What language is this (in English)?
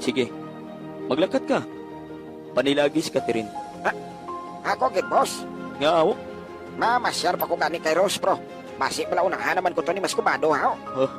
Hiligaynon